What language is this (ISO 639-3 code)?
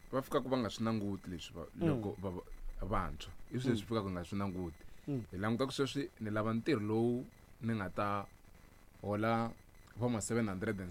tso